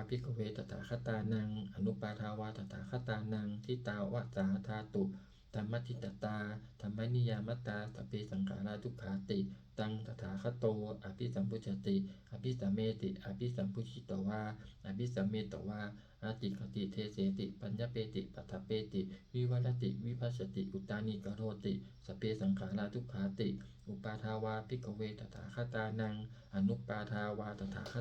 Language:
Pali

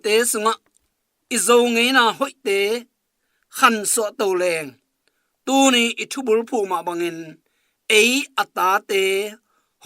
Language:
Tedim Chin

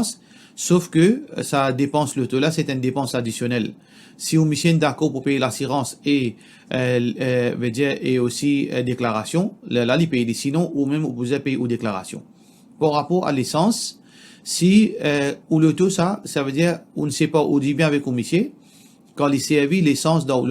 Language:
Morisyen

